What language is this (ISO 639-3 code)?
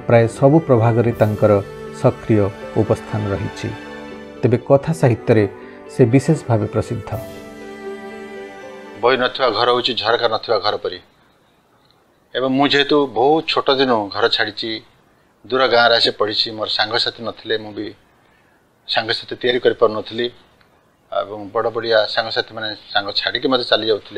ori